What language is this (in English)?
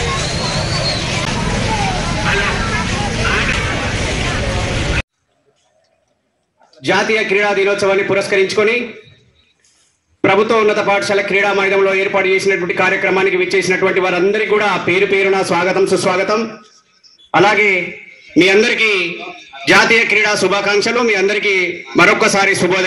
Telugu